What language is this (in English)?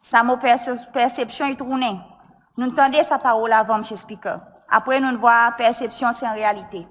Seselwa Creole French